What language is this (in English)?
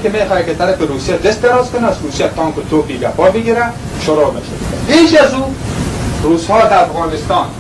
Persian